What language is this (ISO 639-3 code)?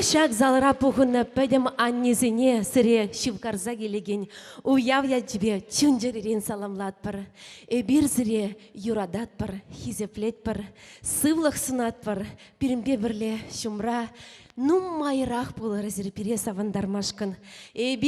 chv